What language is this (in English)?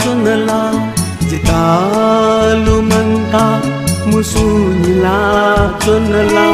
Newari